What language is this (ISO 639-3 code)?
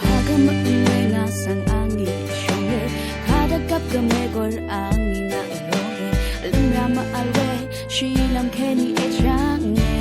raw